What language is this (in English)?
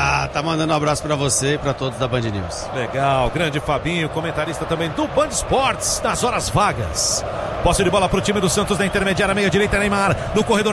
Portuguese